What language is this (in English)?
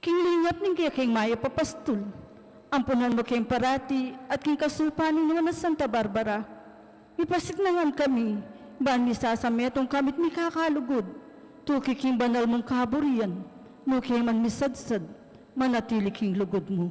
Pampanga